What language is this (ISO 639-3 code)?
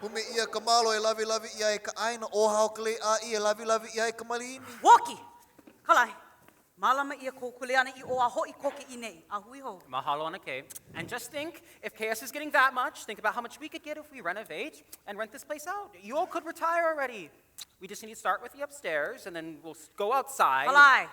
haw